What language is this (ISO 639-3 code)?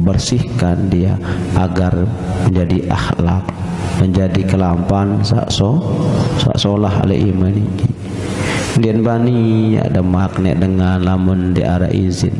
sas